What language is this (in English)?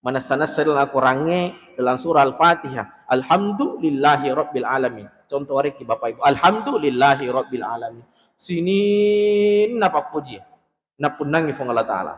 Buginese